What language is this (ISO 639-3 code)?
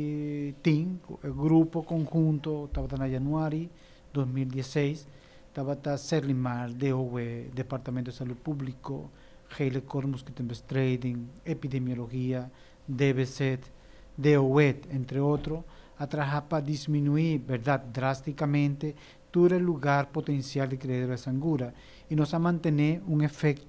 pap